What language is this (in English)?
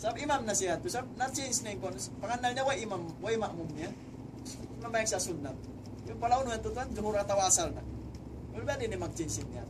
Tausug